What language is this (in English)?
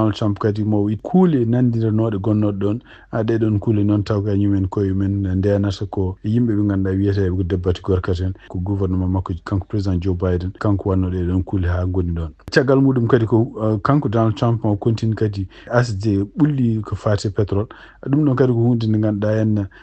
Fula